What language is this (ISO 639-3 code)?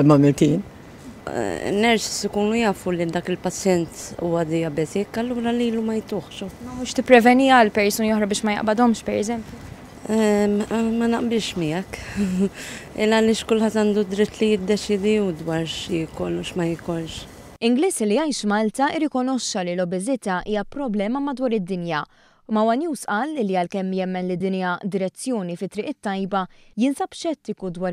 mlt